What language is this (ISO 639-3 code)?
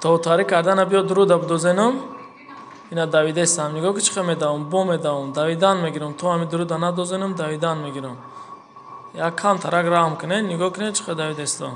tgk